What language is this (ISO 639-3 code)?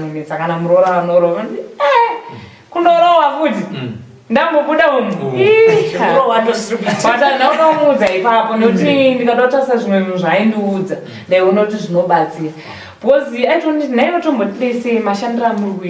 sna